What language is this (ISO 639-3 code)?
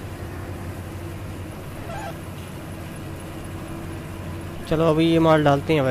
hin